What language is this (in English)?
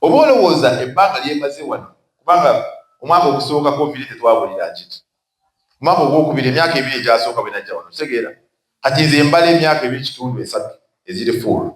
Ganda